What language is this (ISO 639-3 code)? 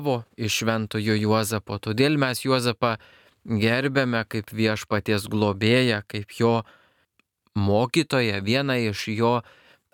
lit